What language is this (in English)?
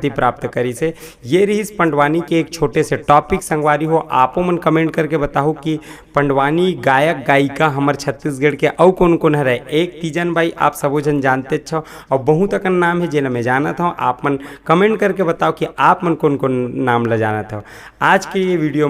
Chhattisgarhi